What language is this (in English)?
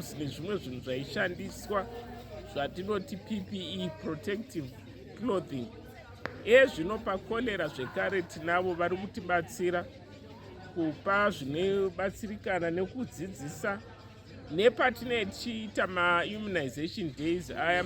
Shona